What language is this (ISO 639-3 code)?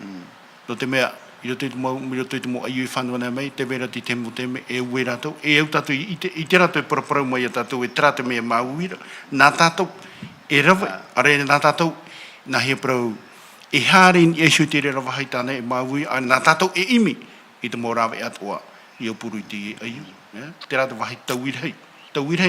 tah